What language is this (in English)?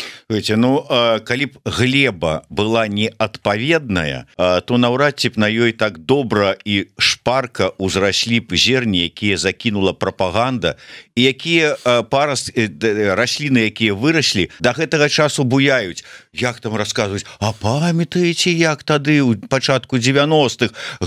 Belarusian